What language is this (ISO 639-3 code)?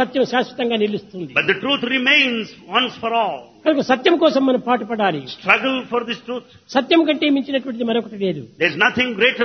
tel